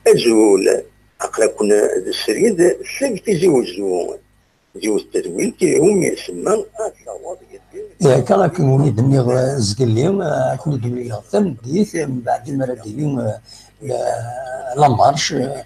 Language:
Kabyle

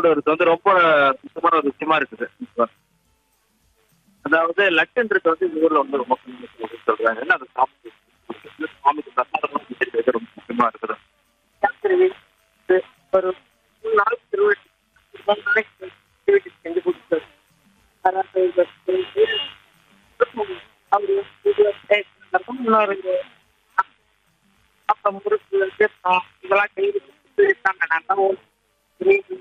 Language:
Tamil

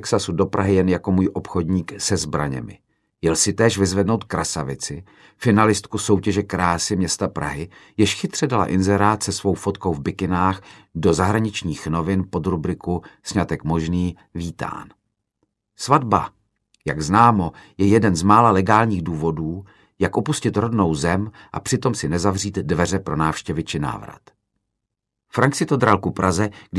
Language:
Czech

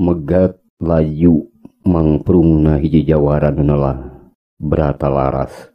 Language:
Sundanese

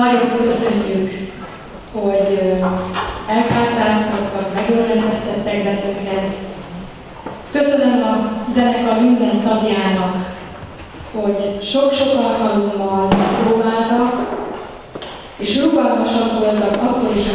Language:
Hungarian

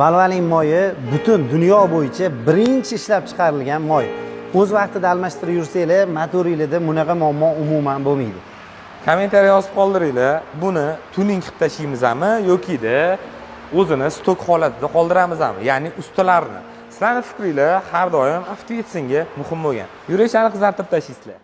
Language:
Uzbek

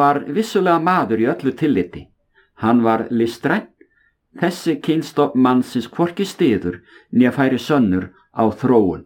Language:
Icelandic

